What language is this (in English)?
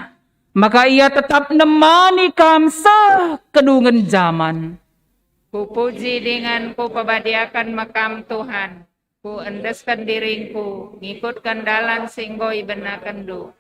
Batak Karo